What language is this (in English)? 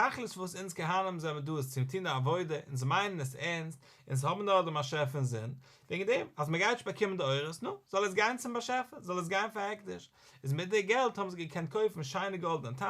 Yiddish